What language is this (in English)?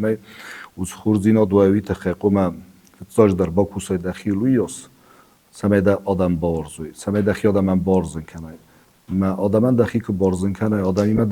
Ossetic